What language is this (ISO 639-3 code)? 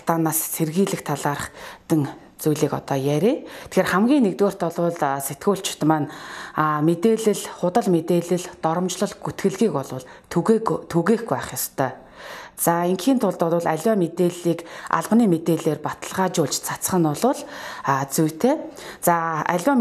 mon